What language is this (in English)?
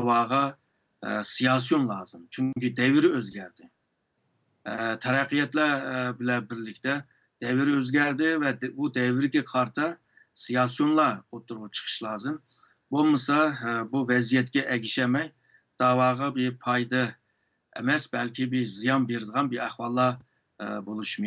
Uyghur